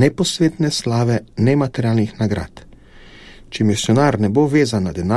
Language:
Slovenian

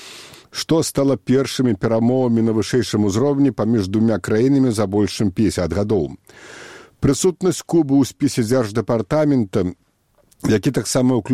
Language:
Belarusian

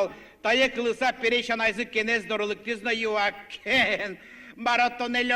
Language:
Udmurt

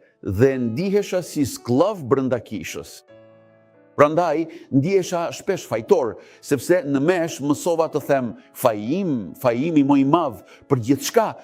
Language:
Albanian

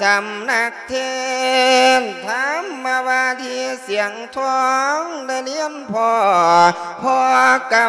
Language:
Lao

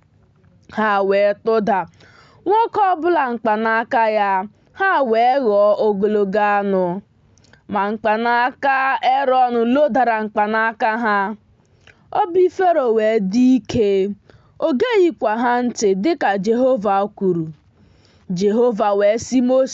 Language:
Igbo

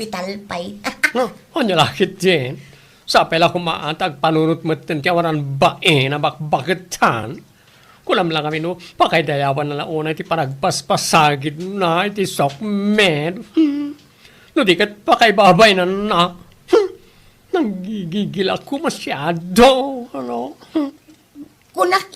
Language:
Iloko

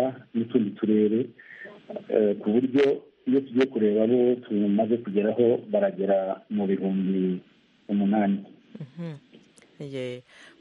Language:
Kinyarwanda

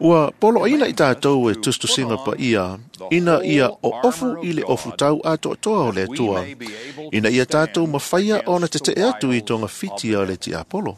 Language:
Samoan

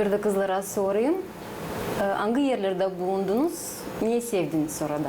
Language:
Gagauz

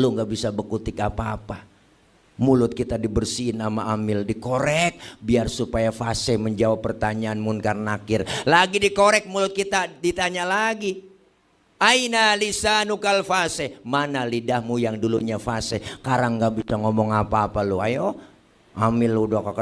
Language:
Betawi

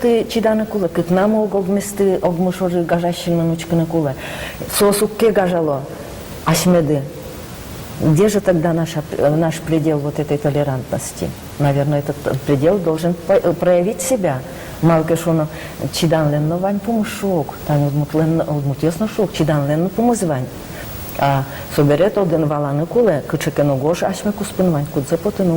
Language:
Udmurt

